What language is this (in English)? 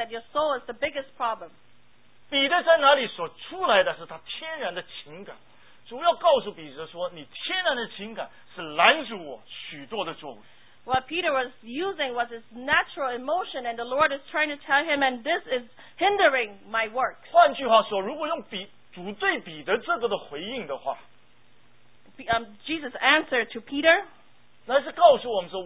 Chinese